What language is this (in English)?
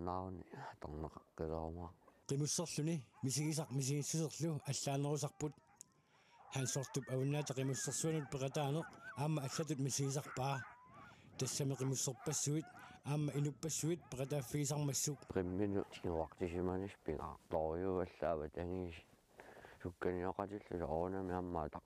Kalaallisut